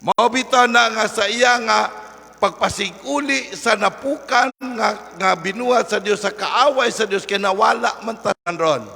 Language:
Cebuano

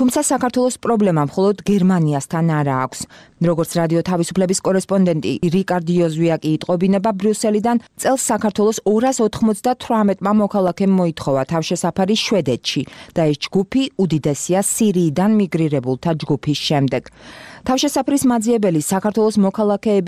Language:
Georgian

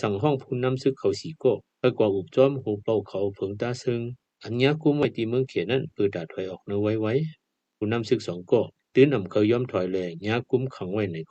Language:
Shan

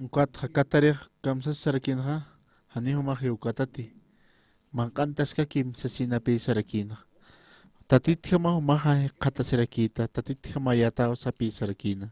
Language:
Aymara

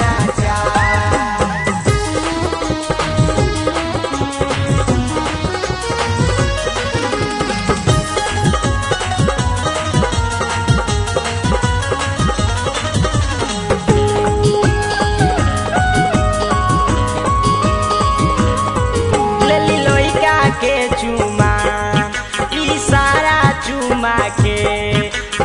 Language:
Bhojpuri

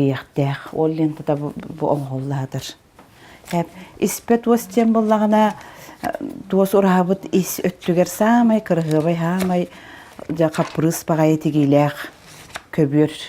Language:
Yakut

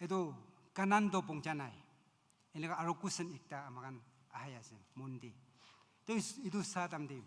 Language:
Naga Pidgin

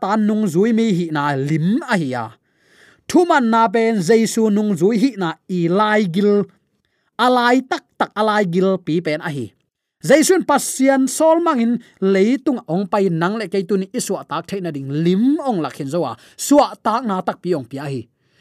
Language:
Tedim Chin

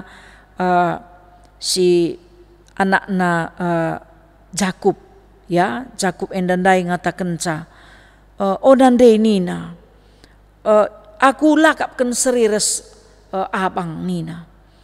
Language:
Batak Karo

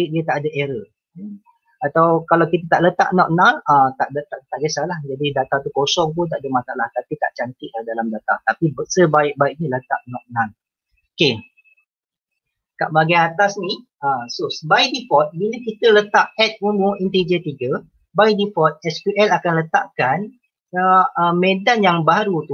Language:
Malay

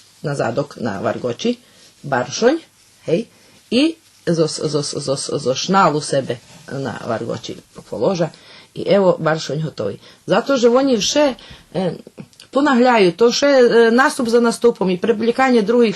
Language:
Rusyn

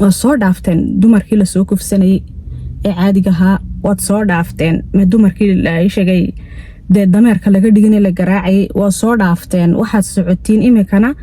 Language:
Somali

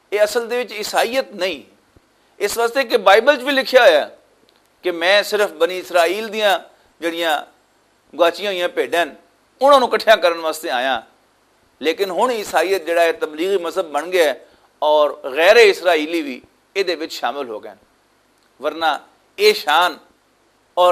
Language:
Western Panjabi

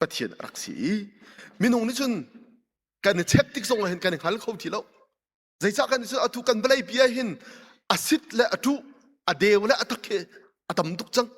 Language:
Hakha Chin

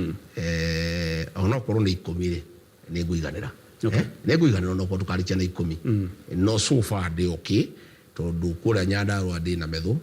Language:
Kikuyu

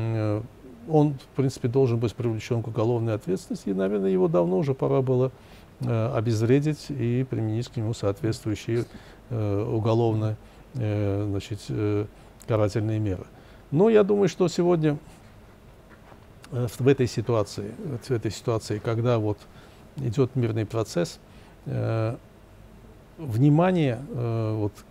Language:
Russian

